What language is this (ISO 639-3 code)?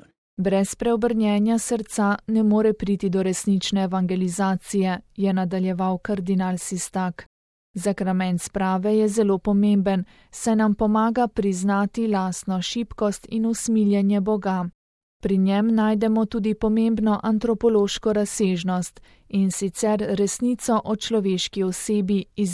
slv